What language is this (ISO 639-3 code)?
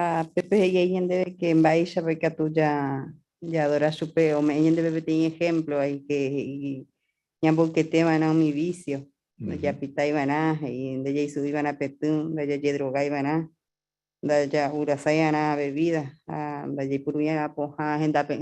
grn